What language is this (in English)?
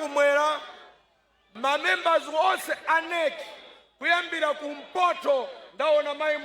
Nyanja